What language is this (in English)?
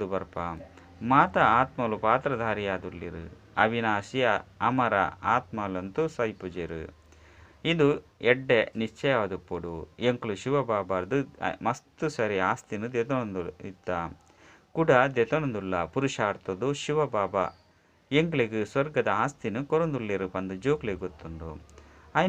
Tulu